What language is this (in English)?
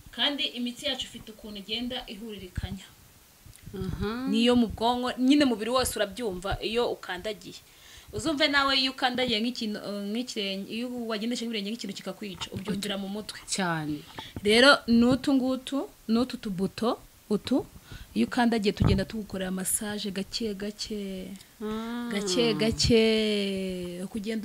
Kinyarwanda